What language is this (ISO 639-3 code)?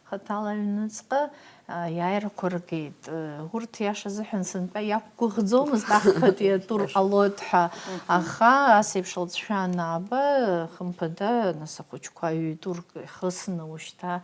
abk